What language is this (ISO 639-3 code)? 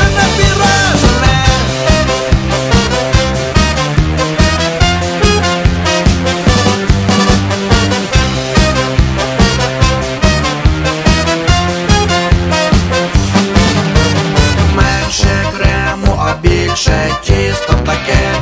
ukr